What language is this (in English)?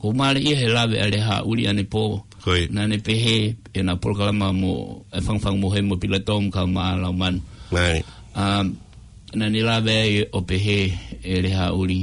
Tongan